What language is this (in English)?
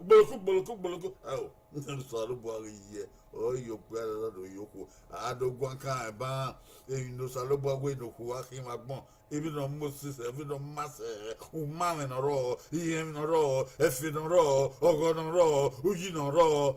Bini